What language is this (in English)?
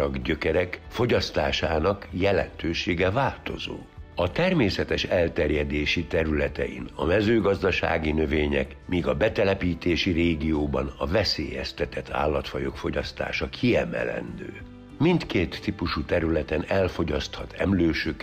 Hungarian